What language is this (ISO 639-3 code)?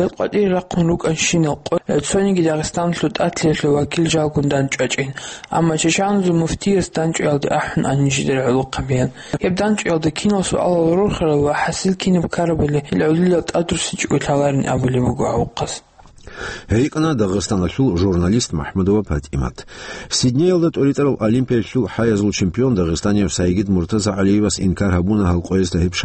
ava